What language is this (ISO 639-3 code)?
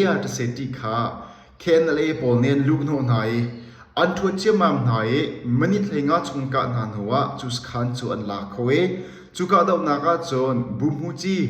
cnh